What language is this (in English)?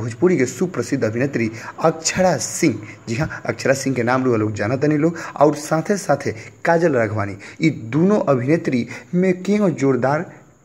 Bhojpuri